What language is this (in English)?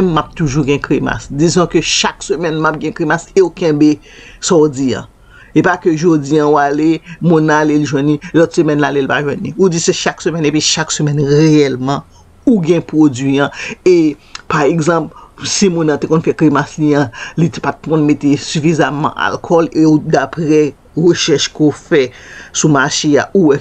Haitian Creole